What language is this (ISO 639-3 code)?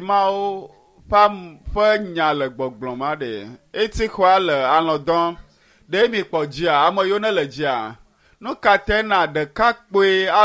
ewe